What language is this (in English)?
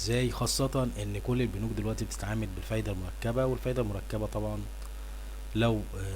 Egyptian Arabic